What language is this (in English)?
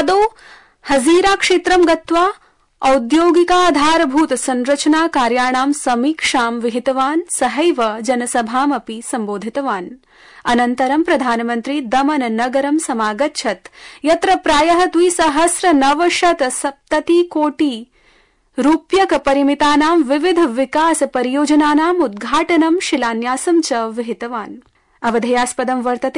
Sanskrit